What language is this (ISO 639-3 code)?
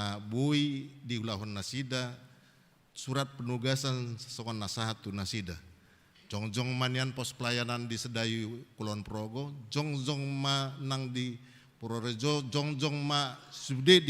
bbc